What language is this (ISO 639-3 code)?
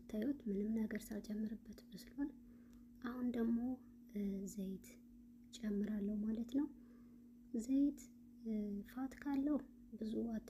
amh